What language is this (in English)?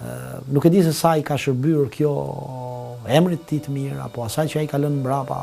Albanian